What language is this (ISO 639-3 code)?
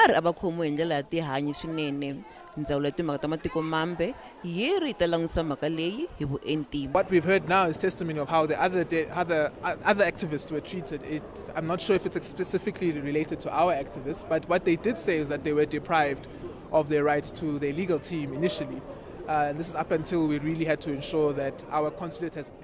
tso